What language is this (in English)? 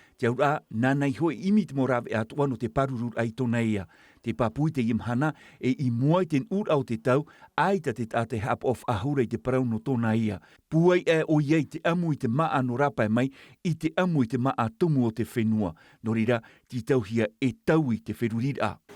Tahitian